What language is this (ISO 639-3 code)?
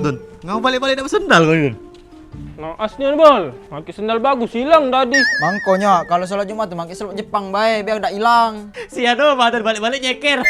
mui